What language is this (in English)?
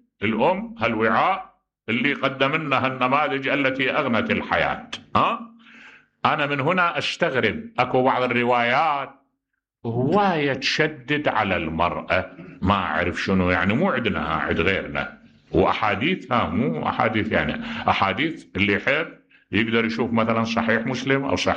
Mesopotamian Arabic